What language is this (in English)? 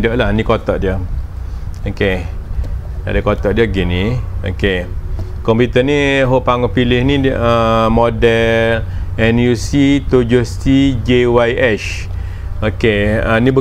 Malay